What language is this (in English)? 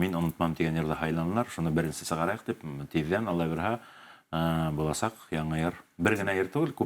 Bashkir